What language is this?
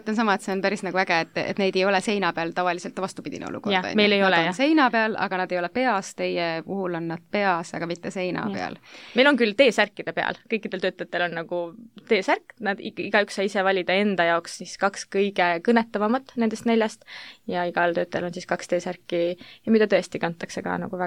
Estonian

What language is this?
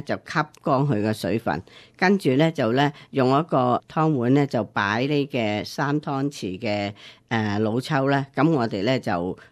Cantonese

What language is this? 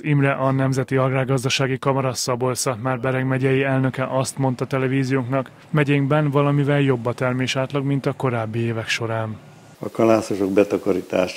Hungarian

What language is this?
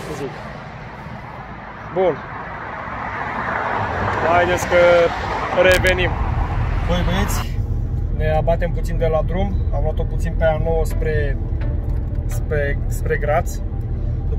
Romanian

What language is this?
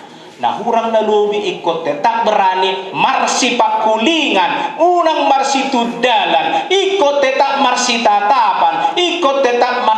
Batak Toba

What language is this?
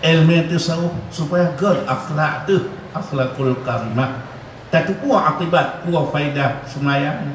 Achinese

